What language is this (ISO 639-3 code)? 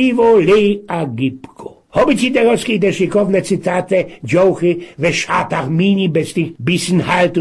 szl